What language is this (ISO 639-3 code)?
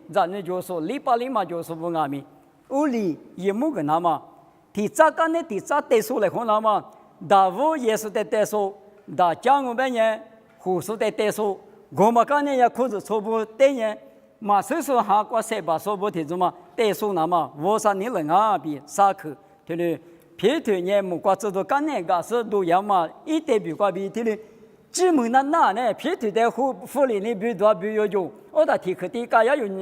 lis